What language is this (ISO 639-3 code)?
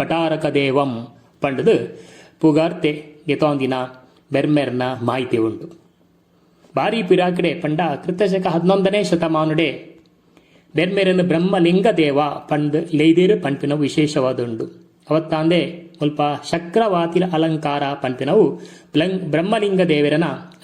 tcy